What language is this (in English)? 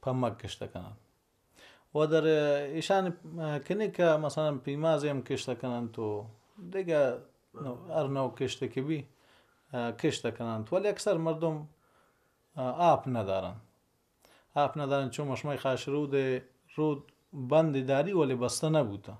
Baluchi